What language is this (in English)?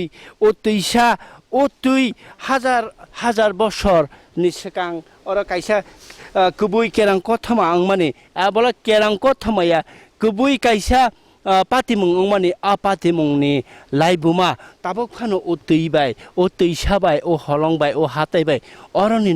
Kok Borok